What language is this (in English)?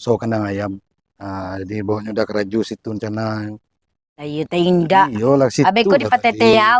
Minangkabau